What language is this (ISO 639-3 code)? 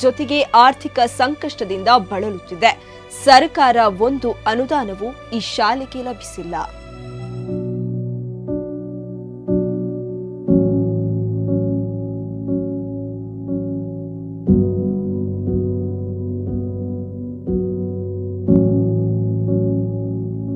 kan